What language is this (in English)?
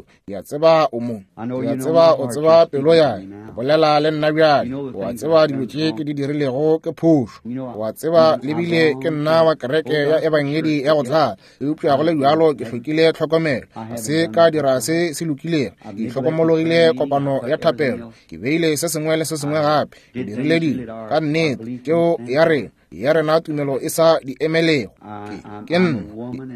Northern Sotho